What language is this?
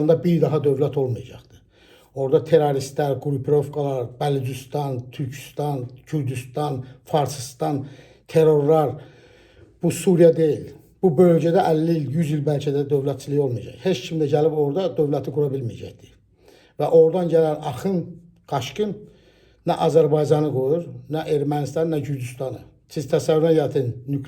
Azerbaijani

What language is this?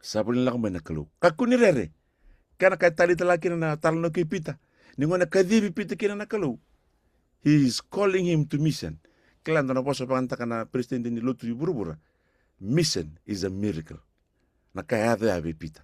Fijian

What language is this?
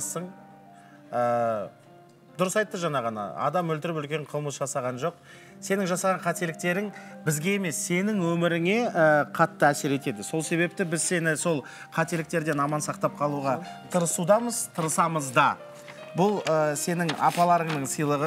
Kazakh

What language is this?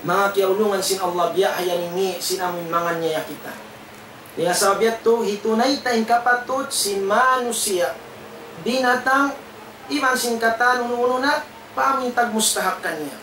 Tausug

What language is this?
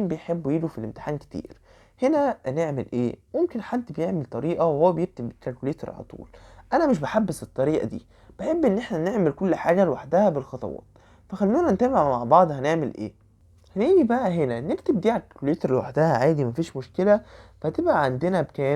Egyptian Arabic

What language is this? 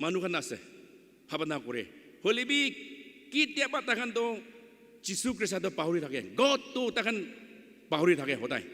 Naga Pidgin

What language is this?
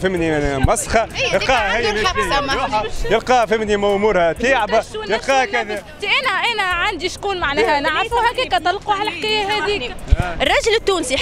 Tunisian Arabic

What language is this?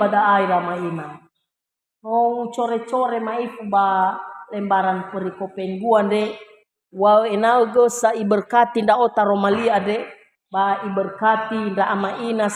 Nias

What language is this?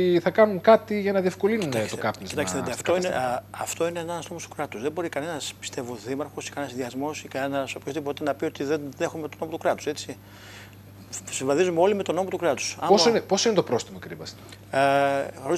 Greek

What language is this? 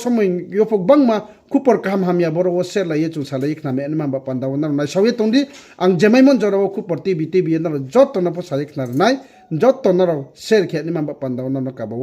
Riang (India)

